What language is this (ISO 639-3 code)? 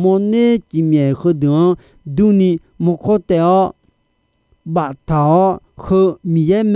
ahk